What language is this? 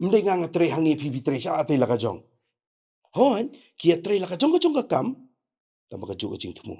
Khasi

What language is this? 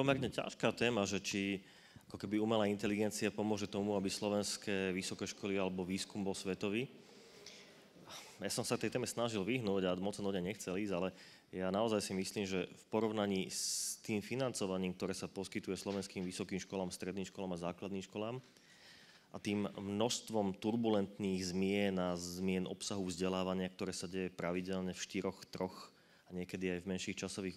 Slovak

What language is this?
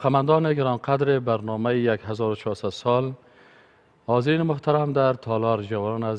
Persian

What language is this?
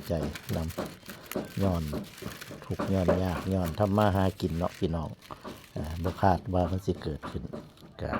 Lao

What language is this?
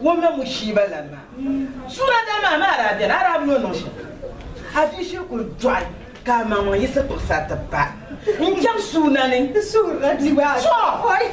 Dagbani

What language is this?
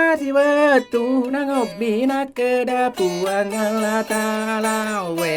Buginese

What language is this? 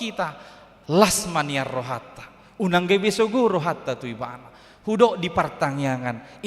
Batak Toba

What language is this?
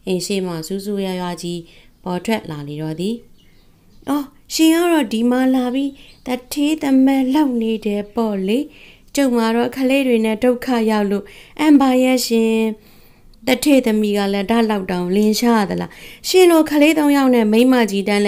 Burmese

